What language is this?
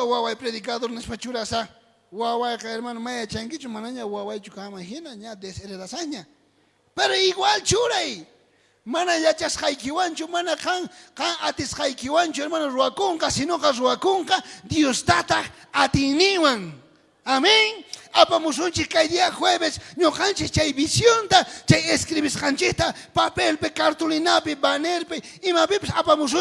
South Bolivian Quechua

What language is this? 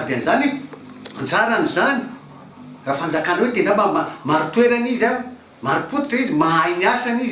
Malagasy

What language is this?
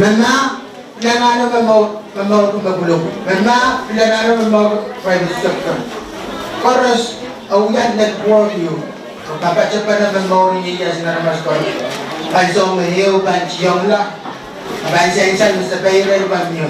Pohnpeian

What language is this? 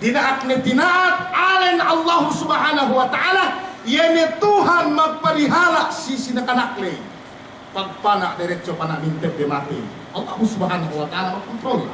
Yakan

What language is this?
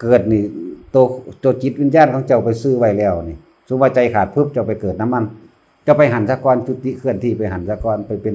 Northeastern Thai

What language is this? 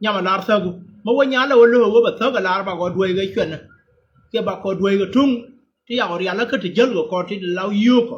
Nuer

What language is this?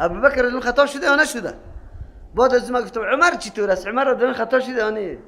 Persian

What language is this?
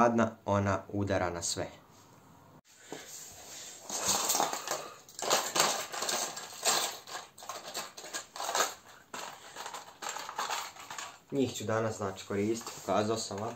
Croatian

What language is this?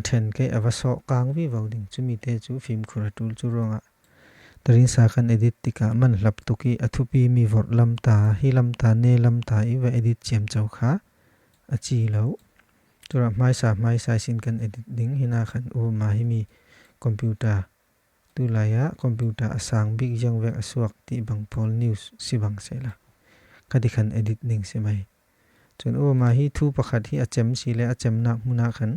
Falam Chin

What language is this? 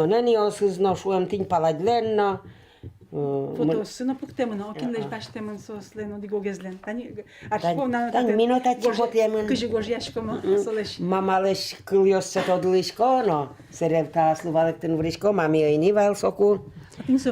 Udmurt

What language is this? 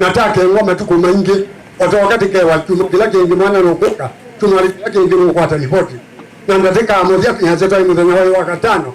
Kamba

